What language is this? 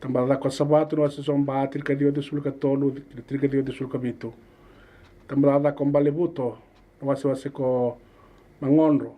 Fijian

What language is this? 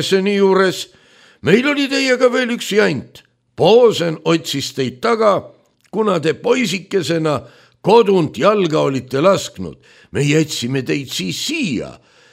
Estonian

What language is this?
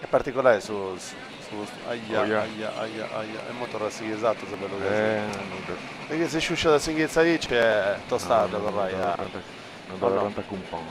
Sardinian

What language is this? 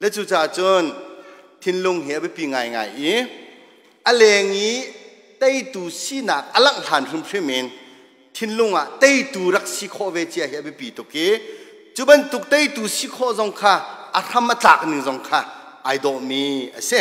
Hakha Chin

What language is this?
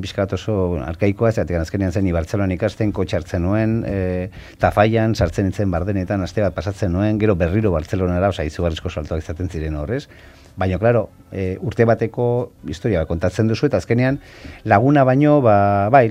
Basque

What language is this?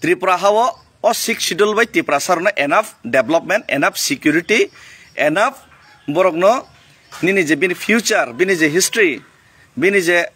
Kok Borok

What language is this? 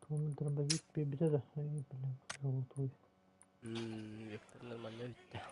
Yakut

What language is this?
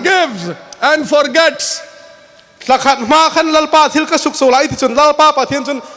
Hmar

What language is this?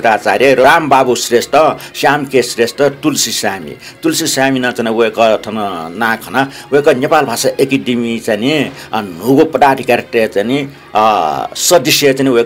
Newari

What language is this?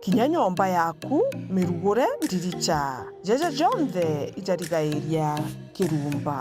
Meru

